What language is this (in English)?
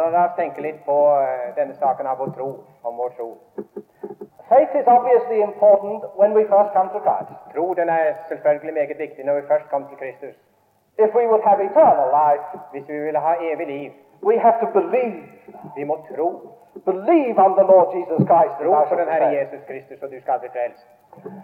Norwegian